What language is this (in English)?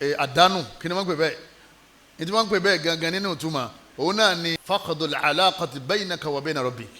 Yoruba